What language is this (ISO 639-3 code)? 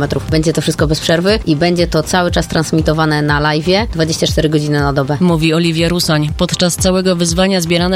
pol